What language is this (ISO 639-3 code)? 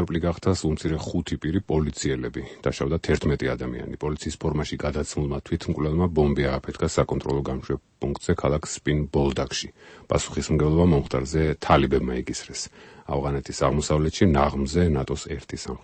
kat